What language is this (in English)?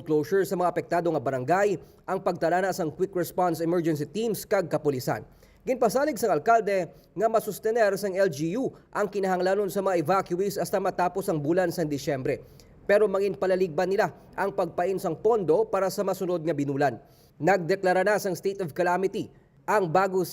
Hiligaynon